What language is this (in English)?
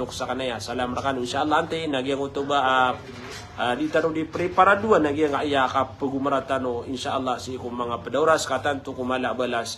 Maranao